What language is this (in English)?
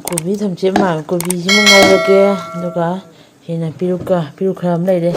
Manipuri